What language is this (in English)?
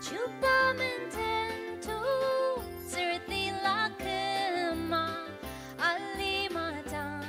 Ao Naga